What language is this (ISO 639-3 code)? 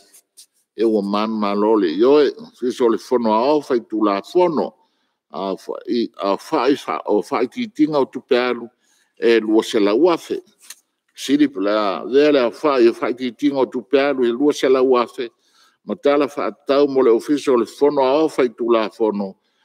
smo